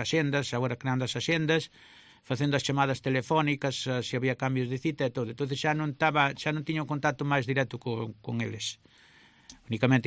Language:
Galician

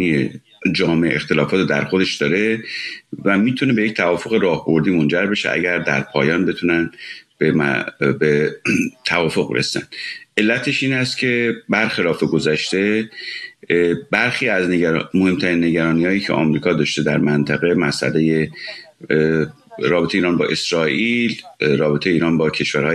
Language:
Persian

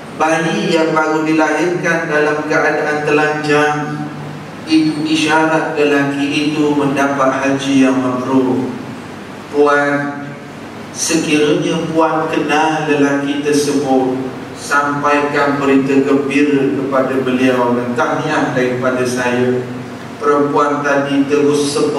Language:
Malay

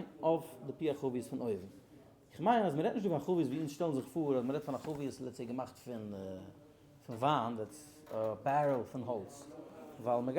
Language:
Yiddish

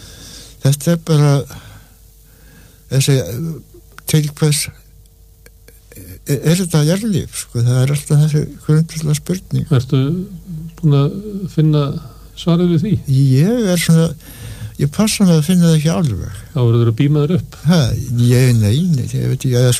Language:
Icelandic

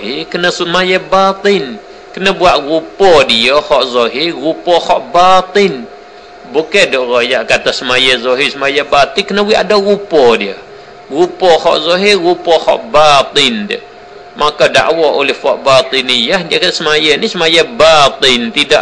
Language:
Malay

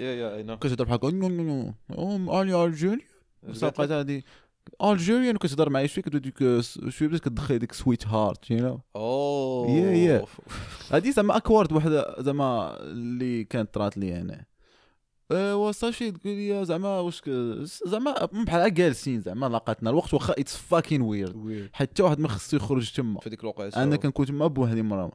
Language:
Moroccan Arabic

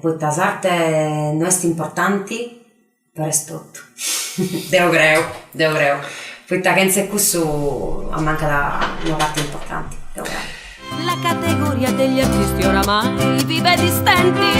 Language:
Sardinian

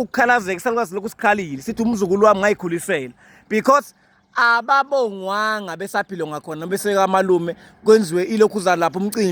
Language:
Zulu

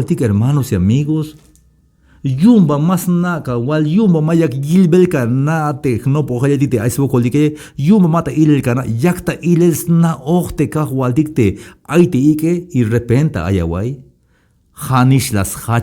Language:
Tzeltal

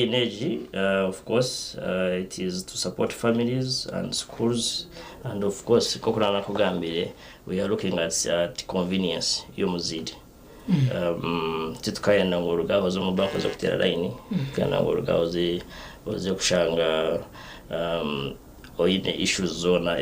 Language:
Nyankole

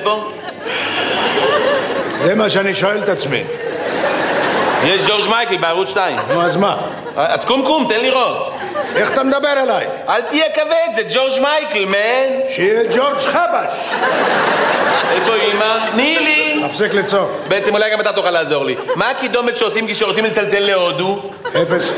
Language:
Hebrew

